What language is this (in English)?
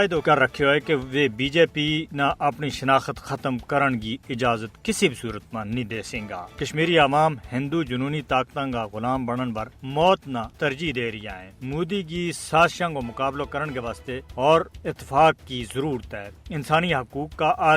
Gujari